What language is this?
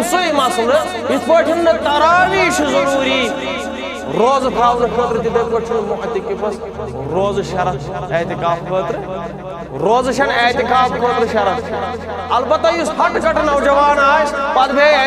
Kashmiri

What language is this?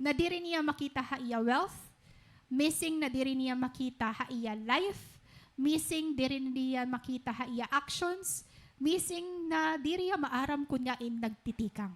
Waray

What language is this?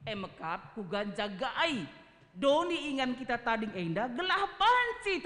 Batak Karo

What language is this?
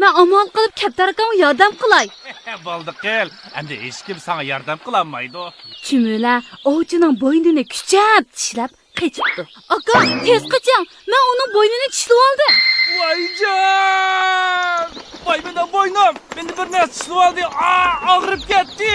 Uyghur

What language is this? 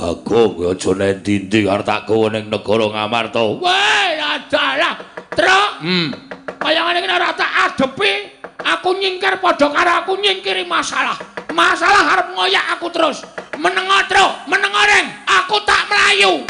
Javanese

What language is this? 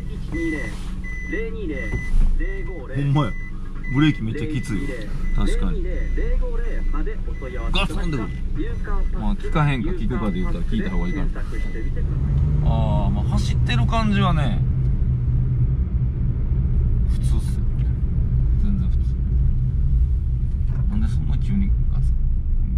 Japanese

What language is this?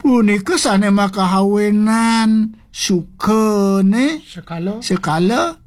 Balinese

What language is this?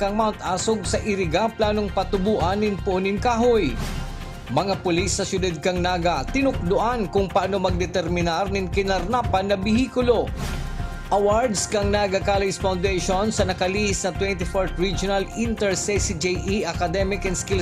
Bikol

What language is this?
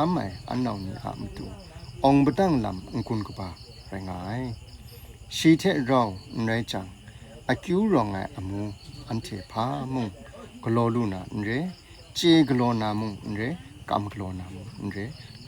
Kachin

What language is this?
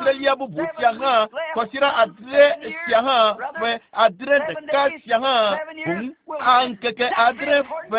Ewe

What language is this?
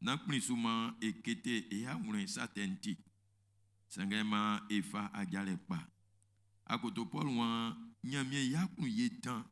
Baoulé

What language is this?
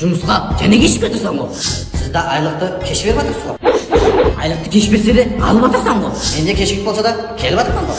Kara-Kalpak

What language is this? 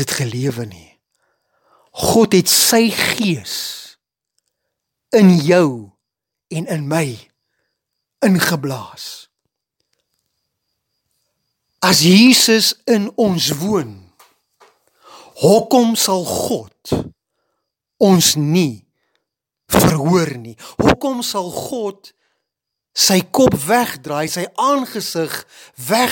Afrikaans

